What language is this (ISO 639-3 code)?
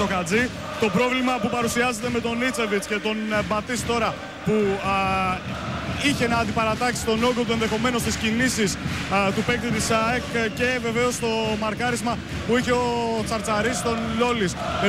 ell